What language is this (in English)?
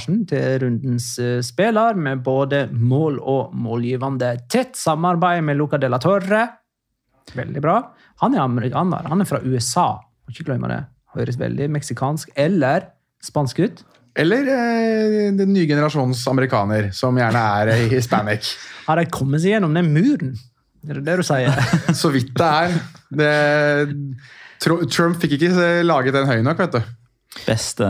Norwegian